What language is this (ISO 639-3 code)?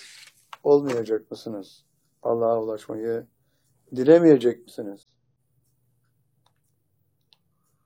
tur